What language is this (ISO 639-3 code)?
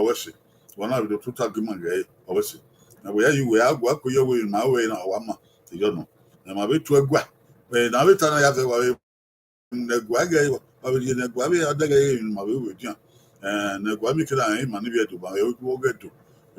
bin